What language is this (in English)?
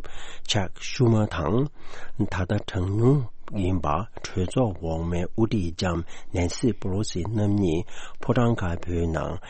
Tibetan